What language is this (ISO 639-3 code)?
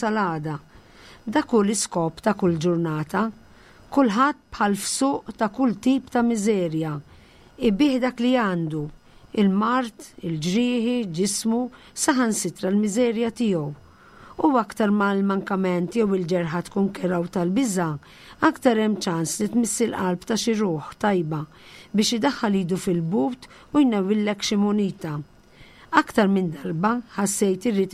mlt